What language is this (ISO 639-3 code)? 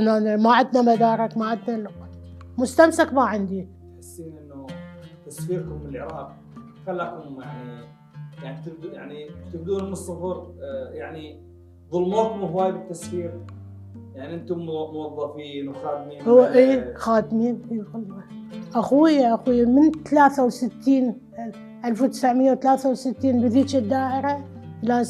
acm